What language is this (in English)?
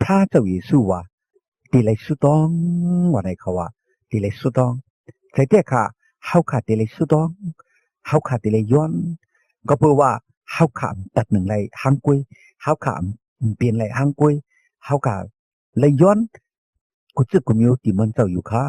Shan